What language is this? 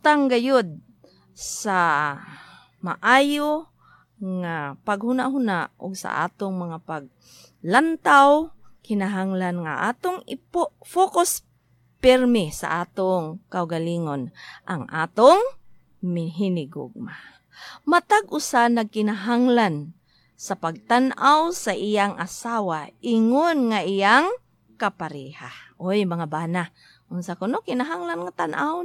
Cebuano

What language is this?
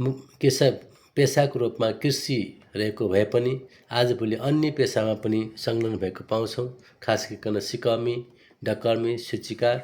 Nepali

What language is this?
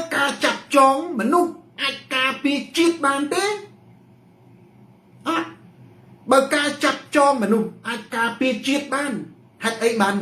Khmer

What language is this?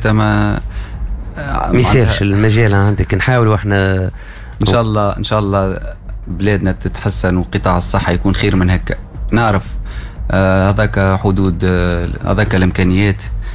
Tunisian Arabic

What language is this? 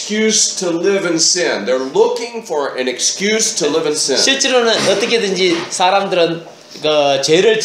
Korean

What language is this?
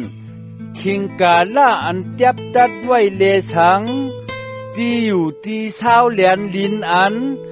Shan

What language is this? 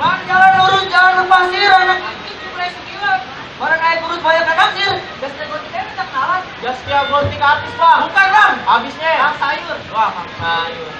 Betawi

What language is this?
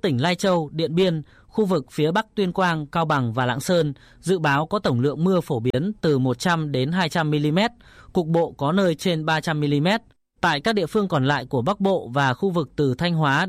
Vietnamese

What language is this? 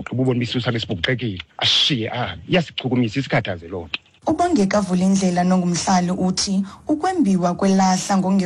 Xhosa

